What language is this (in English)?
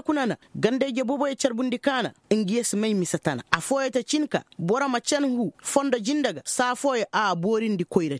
Koyraboro Senni